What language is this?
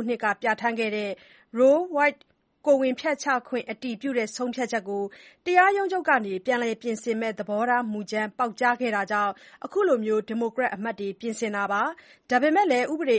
Burmese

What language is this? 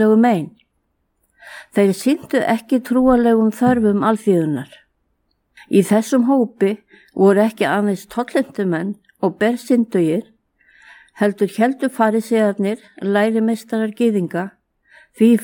Icelandic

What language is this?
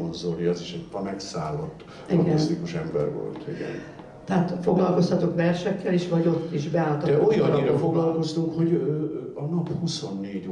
Hungarian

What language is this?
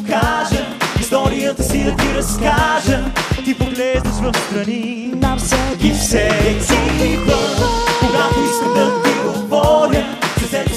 Bulgarian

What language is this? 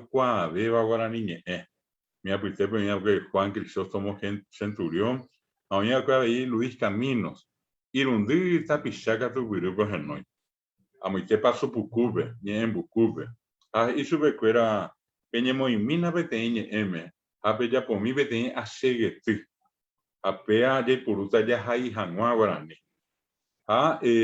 Guarani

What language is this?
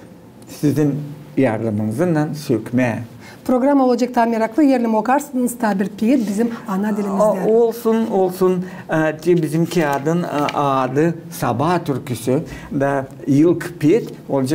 Gagauz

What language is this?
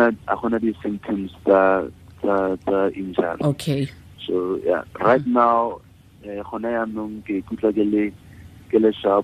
Tswana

